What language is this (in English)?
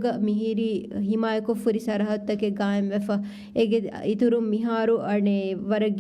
Divehi